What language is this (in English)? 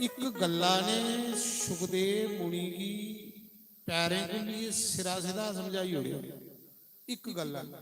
Dogri